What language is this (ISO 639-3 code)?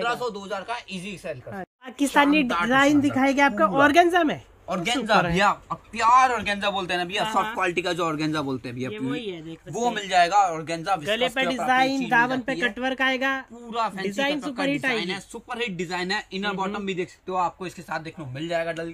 hin